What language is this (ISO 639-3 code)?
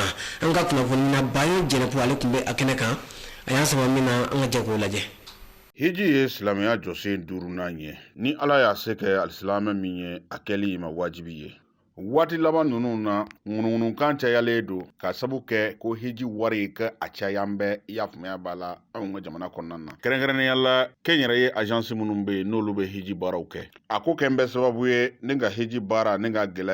bam